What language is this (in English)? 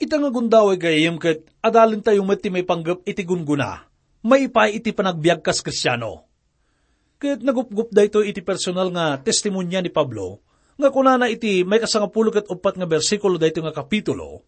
Iloko